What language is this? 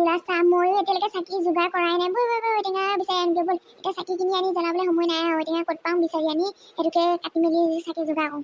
Assamese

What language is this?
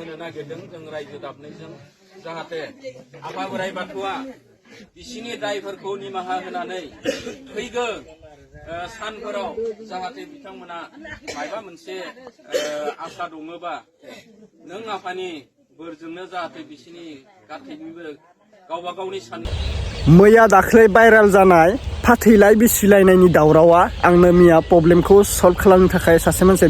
Bodo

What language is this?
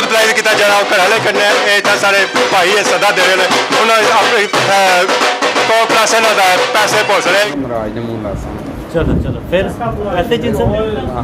Pahari-Potwari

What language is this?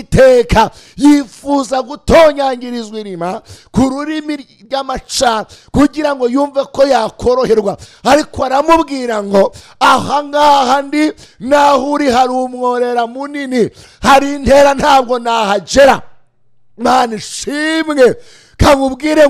Kinyarwanda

